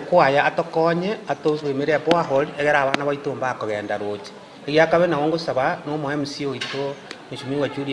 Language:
Gusii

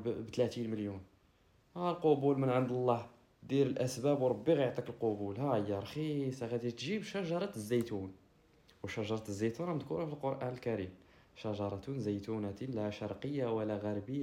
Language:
Moroccan Arabic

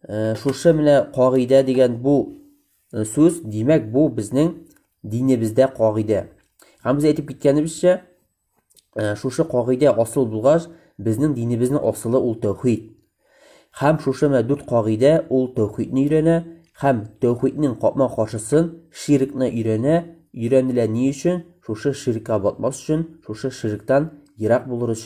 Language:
Tatar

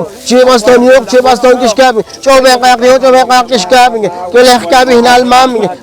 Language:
Poqomchi'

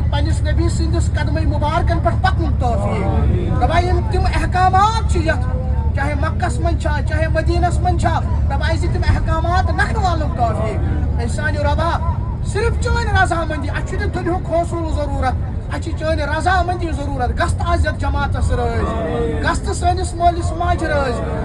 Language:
Kashmiri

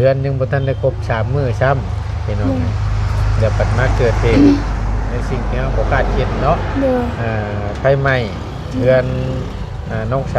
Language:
Northeastern Thai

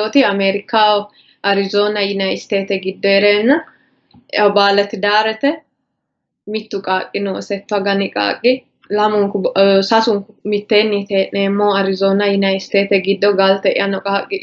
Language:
Sidamo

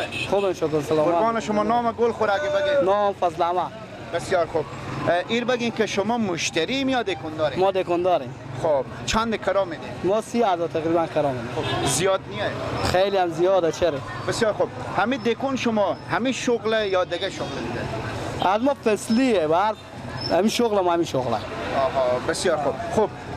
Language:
Persian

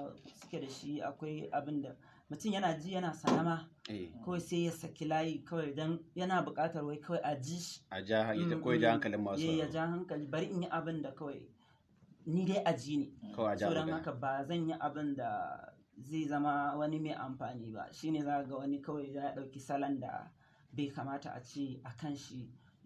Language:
Hausa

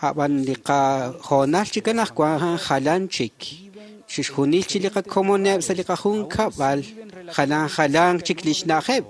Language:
Kekchí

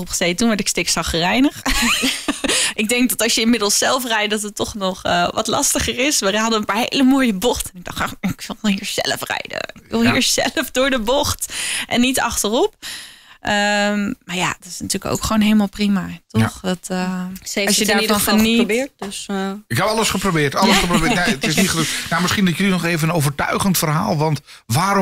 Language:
Dutch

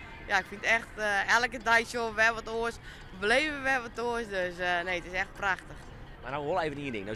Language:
Western Frisian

